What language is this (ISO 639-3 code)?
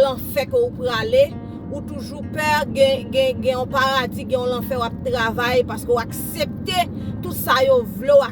hat